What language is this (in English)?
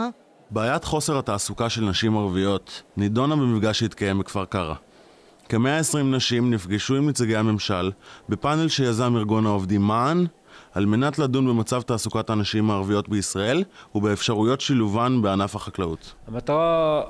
Hebrew